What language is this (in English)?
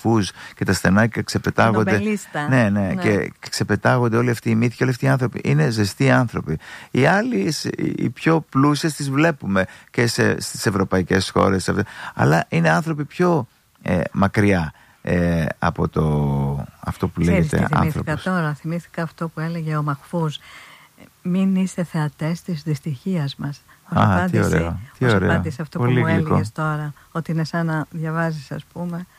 Greek